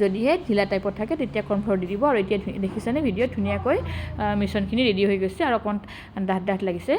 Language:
Assamese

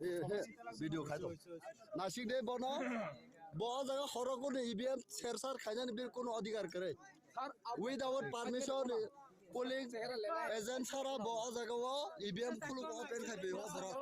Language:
Kok Borok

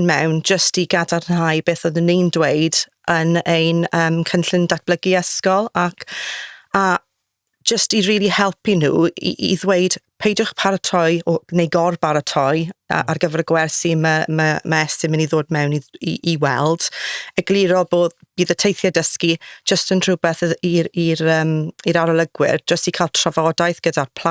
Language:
Welsh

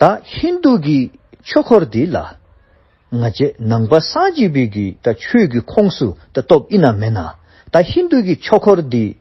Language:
Dzongkha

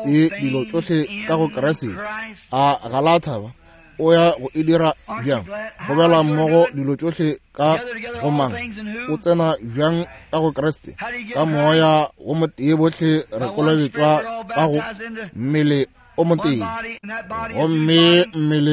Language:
Northern Sotho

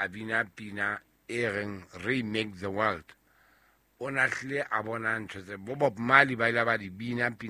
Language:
Southern Sotho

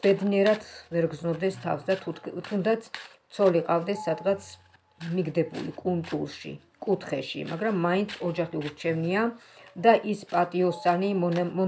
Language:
Georgian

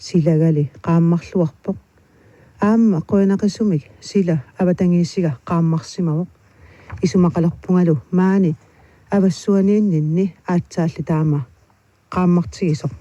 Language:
Kalaallisut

